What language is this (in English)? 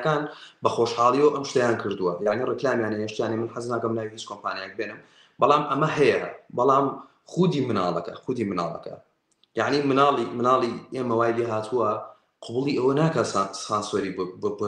Central Kurdish